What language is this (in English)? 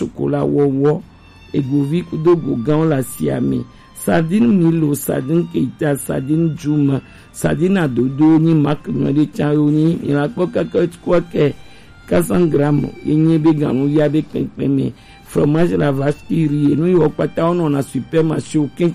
Gen